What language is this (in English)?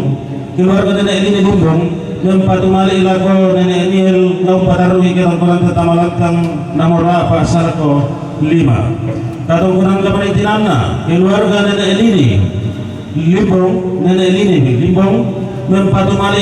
Toraja-Sa'dan